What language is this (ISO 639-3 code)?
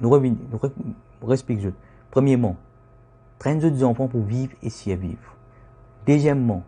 mfe